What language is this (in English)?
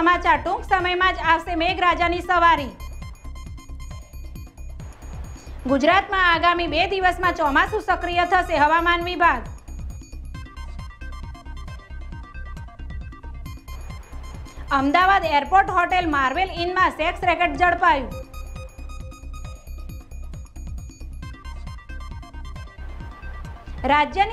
Gujarati